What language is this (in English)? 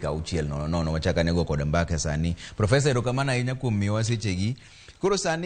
Luo (Kenya and Tanzania)